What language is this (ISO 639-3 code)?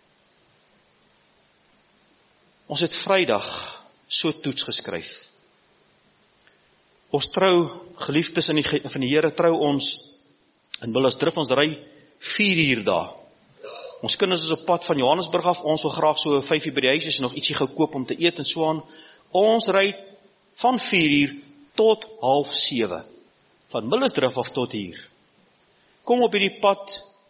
afr